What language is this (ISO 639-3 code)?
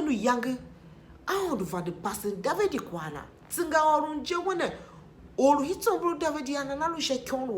tiv